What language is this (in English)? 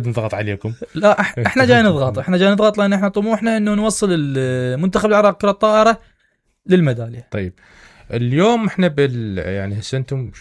Mesopotamian Arabic